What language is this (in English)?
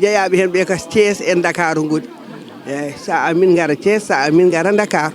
Fula